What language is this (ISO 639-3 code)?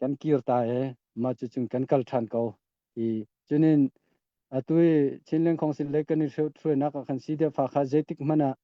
cnh